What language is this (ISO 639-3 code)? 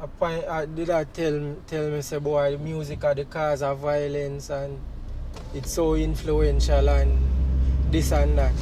jam